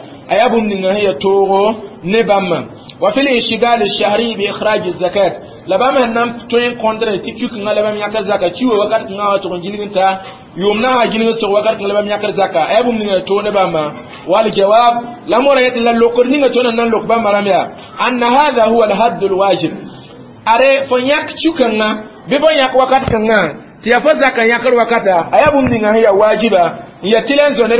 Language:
Mossi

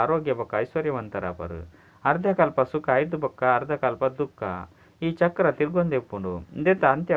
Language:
Tulu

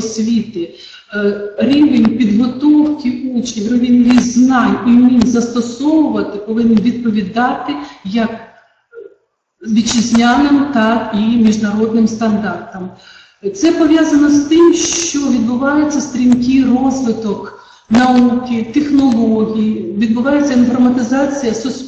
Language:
Ukrainian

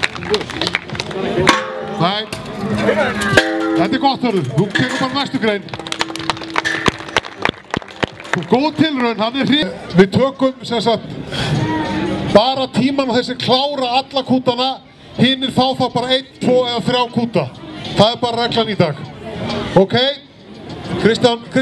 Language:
Icelandic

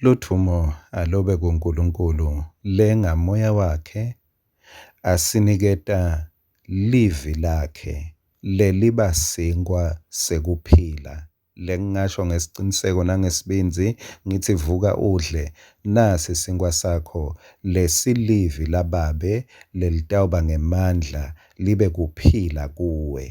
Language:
Swati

